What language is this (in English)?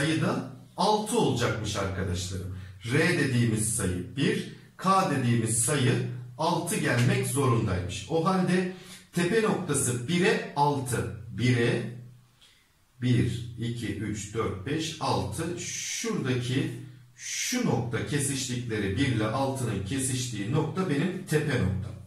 Turkish